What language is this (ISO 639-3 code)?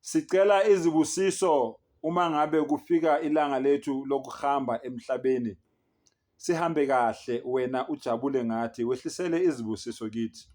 zul